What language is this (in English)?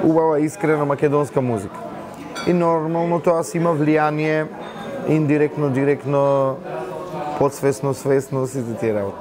Macedonian